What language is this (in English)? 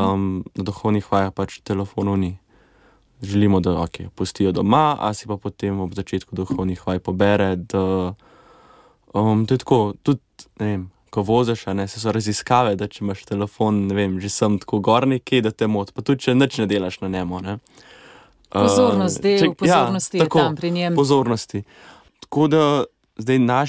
Slovenian